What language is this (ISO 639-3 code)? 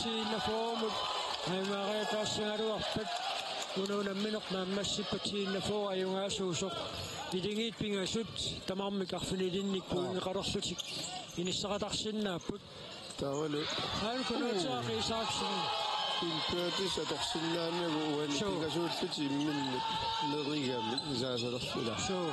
kal